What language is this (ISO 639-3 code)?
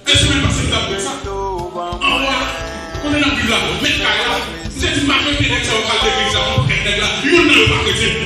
hat